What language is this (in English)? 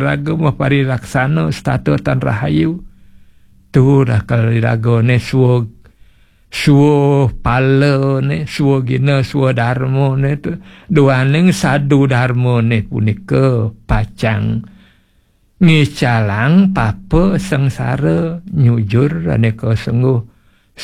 Balinese